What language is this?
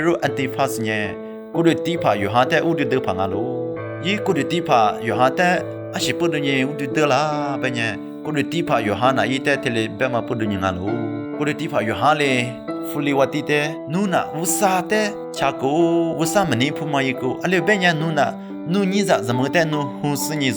Lisu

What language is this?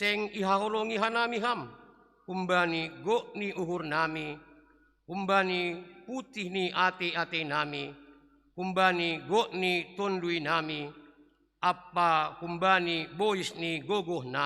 Batak Simalungun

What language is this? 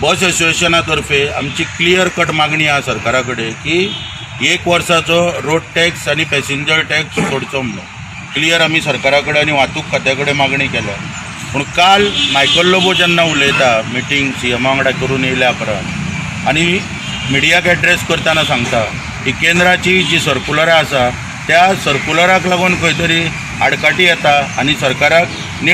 Konkani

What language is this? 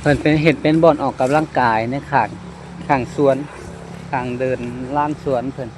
Lao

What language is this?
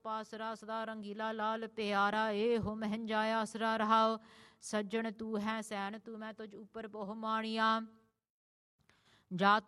Punjabi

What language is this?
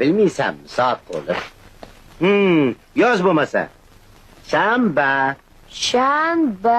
Uzbek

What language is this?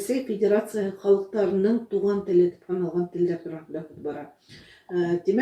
Bashkir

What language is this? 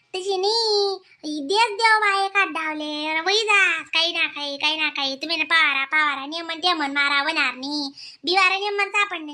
Khandesi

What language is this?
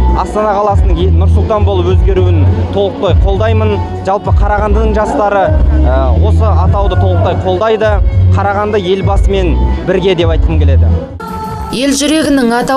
Kazakh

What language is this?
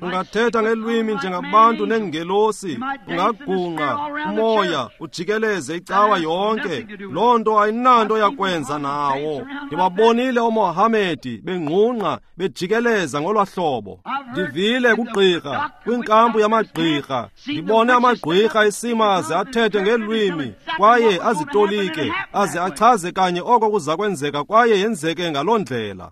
Xhosa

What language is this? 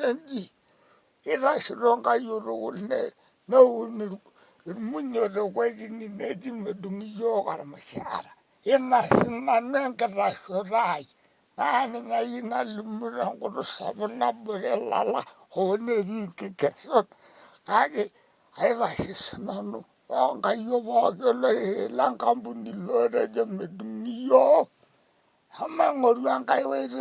Masai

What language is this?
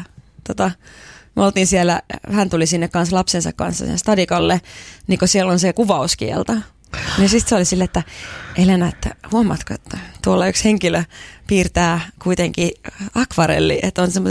Finnish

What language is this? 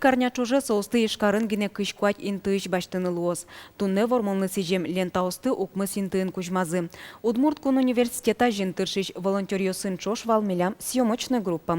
Udmurt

